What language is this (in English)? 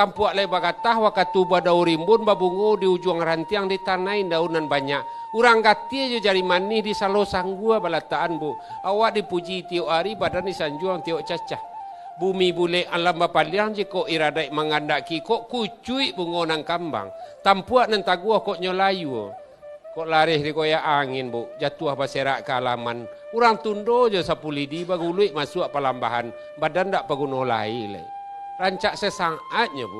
Minangkabau